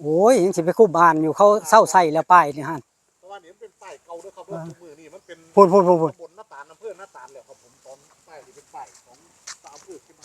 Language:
Northeastern Thai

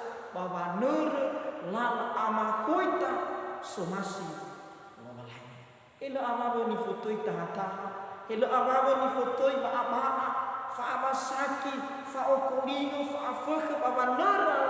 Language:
Nias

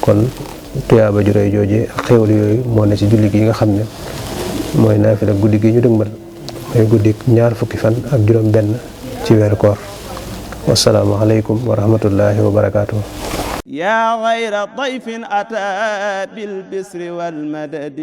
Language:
Wolof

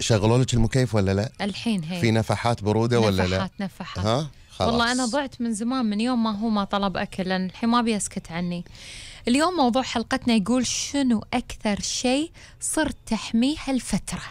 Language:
Gulf Arabic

